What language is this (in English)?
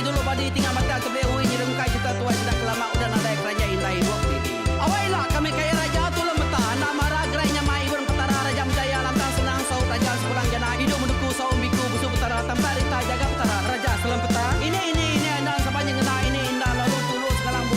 Iban